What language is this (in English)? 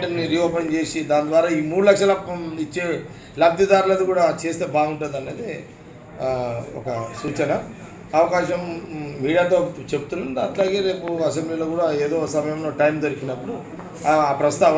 Telugu